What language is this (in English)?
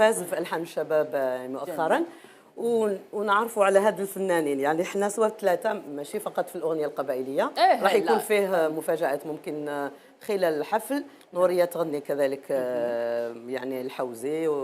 Algerian Arabic